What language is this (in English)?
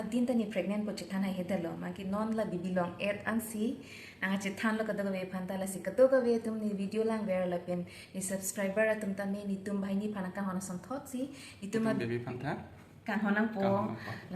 Karbi